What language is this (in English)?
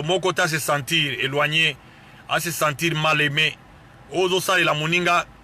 Lingala